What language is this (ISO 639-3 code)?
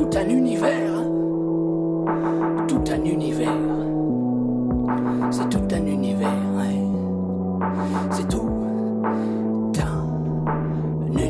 fra